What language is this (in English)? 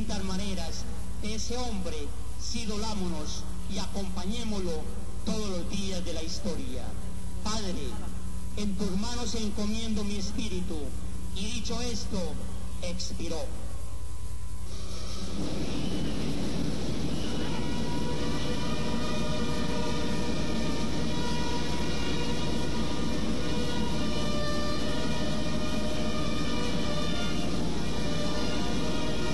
Spanish